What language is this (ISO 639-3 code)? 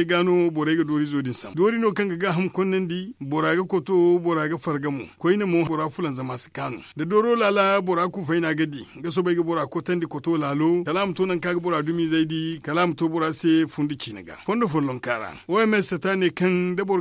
dje